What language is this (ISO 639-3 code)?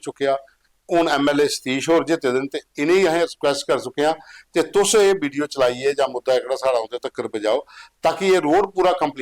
doi